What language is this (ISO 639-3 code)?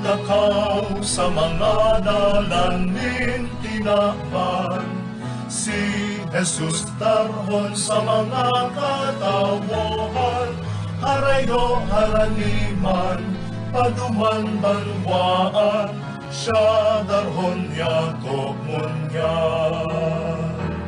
bik